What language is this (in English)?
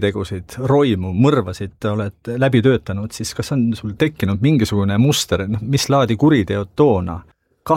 Estonian